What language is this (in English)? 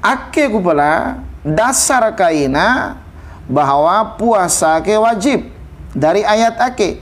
Bima